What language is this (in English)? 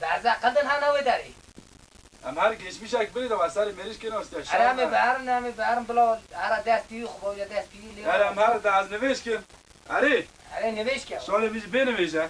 Kurdish